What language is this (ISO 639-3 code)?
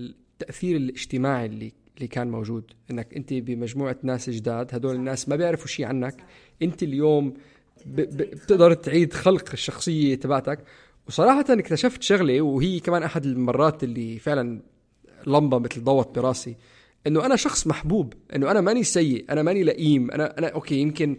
apc